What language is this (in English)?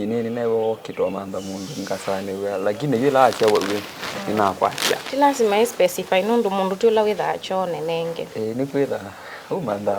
Kamba